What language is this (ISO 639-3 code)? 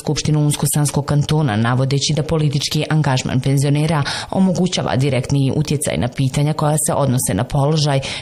bos